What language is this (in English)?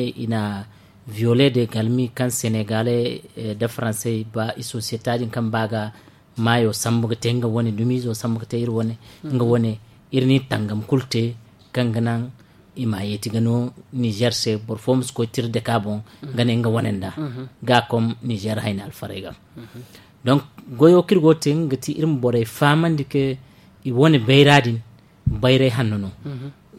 Zarma